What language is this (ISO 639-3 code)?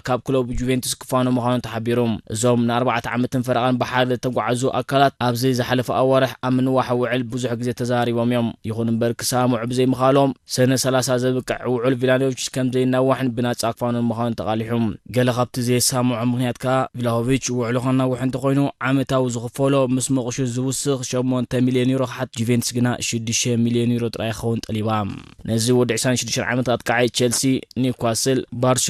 tir